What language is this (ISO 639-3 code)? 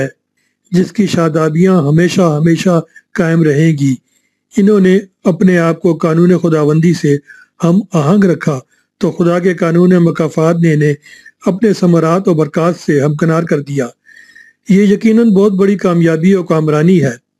urd